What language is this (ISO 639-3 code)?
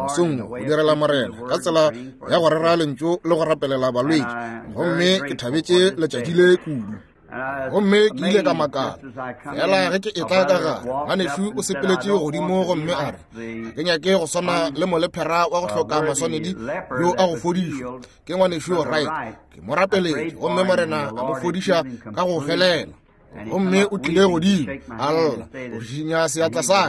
nso